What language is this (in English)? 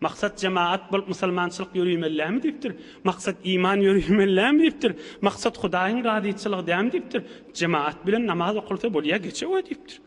Turkmen